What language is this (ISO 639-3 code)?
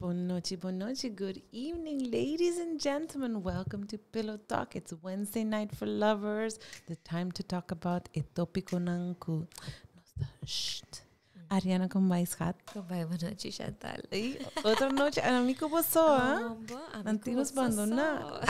pap